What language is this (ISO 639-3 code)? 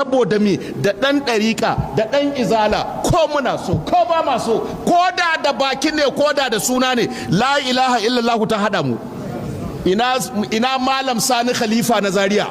hau